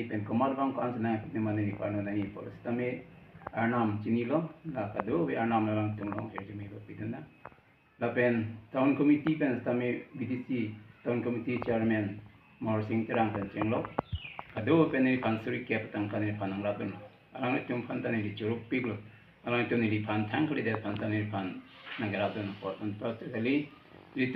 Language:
Karbi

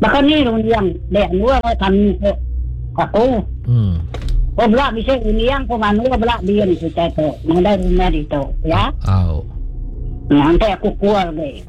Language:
Iban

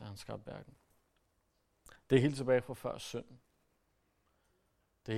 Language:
Danish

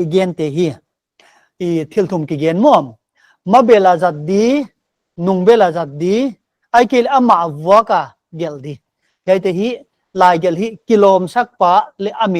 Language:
Paite Chin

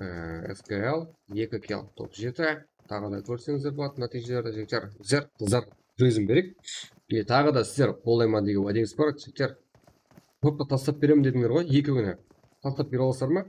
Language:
Kara-Kalpak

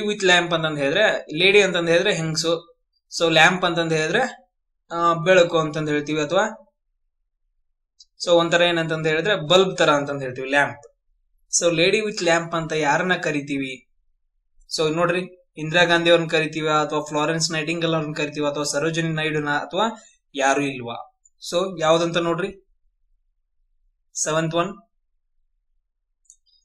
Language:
Kannada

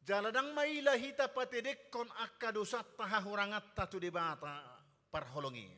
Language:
Batak Toba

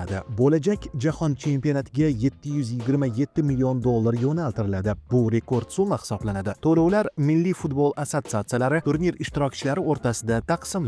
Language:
Uzbek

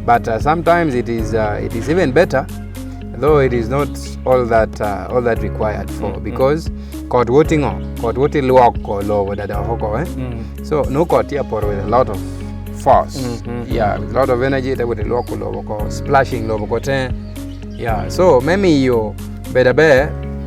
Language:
Lango (Uganda)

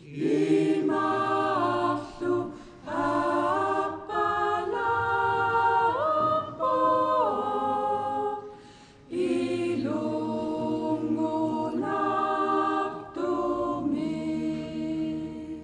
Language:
Kalaallisut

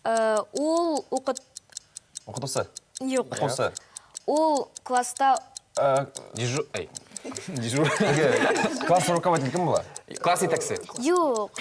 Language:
Bashkir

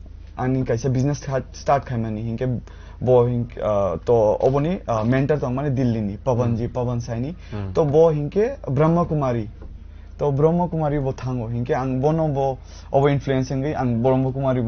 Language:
Kok Borok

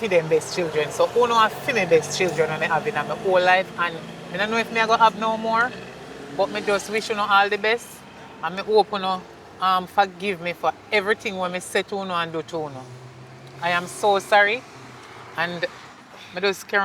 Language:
Jamaican Creole English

